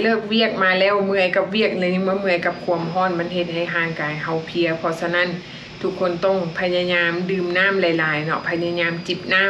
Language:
Lao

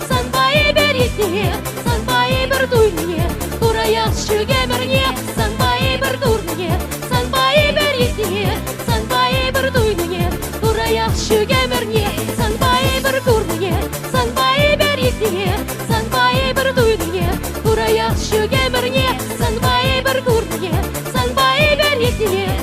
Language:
Chuvash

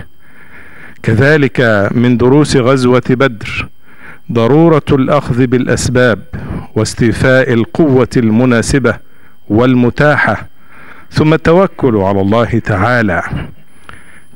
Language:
Arabic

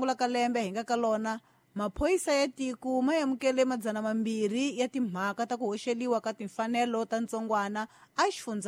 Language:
Tsonga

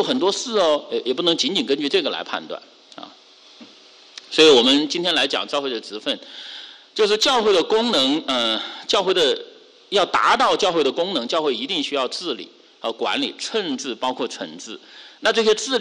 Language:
Chinese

